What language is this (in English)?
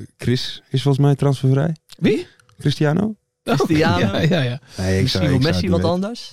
Dutch